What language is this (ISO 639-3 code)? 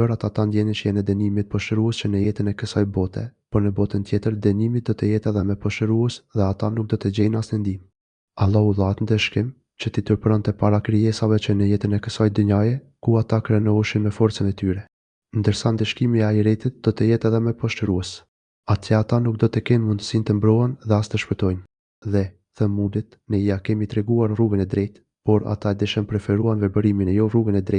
sqi